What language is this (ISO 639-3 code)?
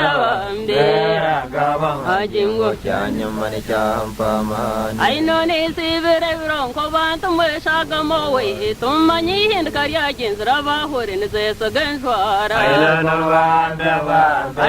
nyn